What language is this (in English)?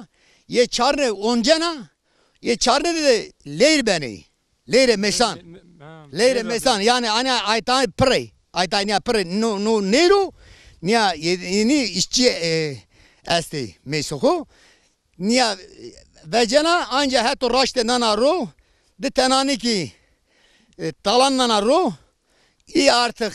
Zaza